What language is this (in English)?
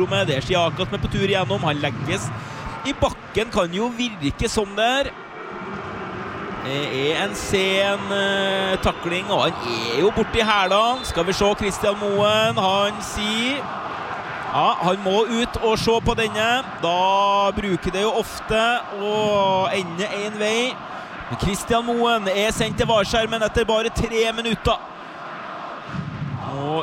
Norwegian